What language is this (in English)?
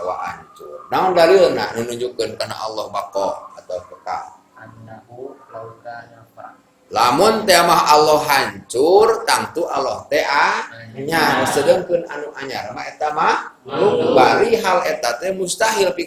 Sundanese